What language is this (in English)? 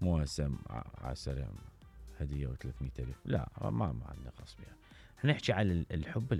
Mesopotamian Arabic